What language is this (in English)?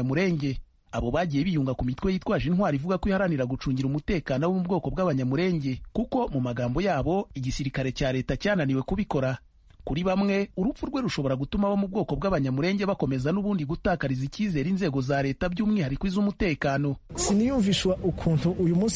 Kinyarwanda